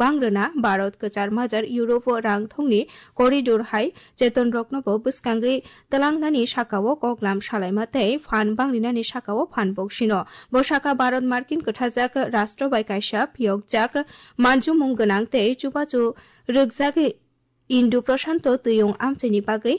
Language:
Kok Borok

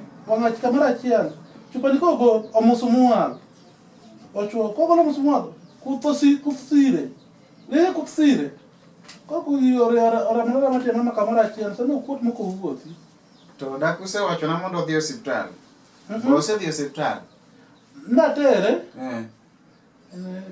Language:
Luo (Kenya and Tanzania)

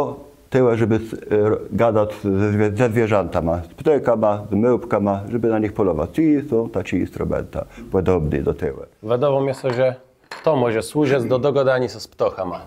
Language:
Kashubian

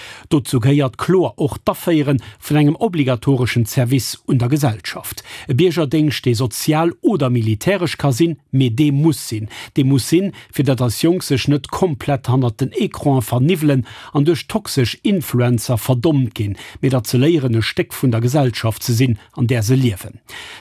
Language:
Luxembourgish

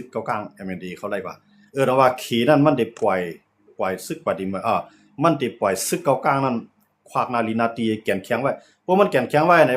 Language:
Shan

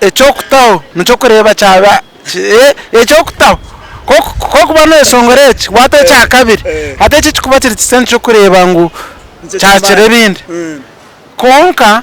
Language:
Nyankole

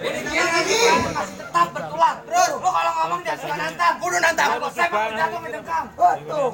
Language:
Betawi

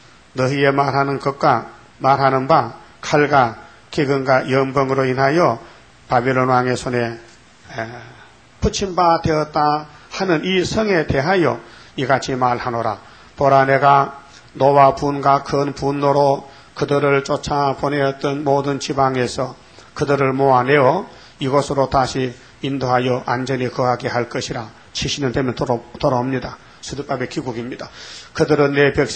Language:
Korean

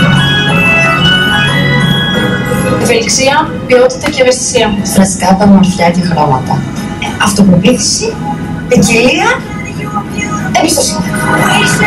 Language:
Greek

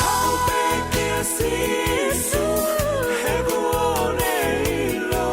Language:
Tongan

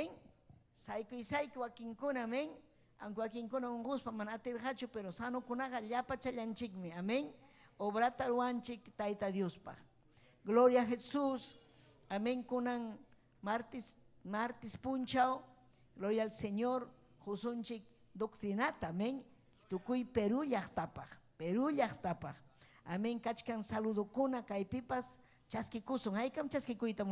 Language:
Ayacucho Quechua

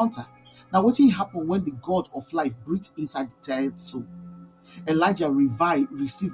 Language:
Nigerian Pidgin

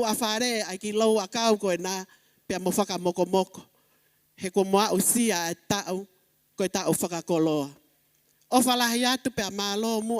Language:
Tongan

